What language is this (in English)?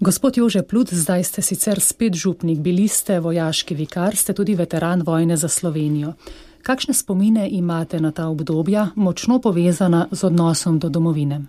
Slovenian